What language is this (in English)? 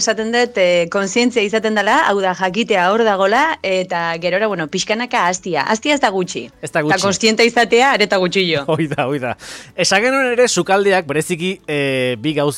Basque